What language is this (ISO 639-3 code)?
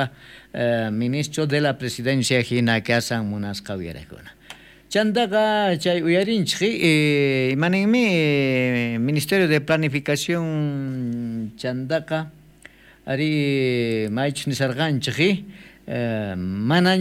quh